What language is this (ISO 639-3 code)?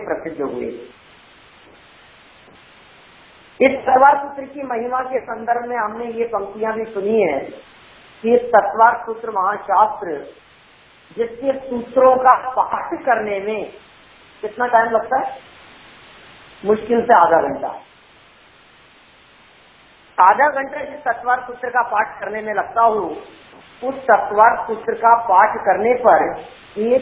hin